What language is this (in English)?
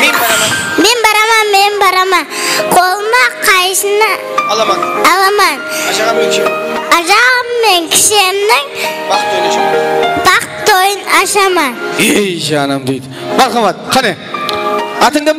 Kara-Kalpak